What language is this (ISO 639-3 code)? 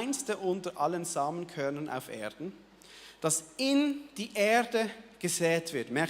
gsw